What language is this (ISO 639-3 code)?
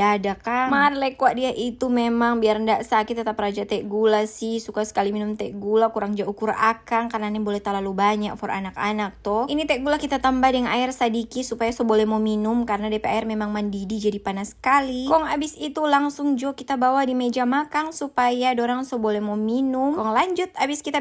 xmm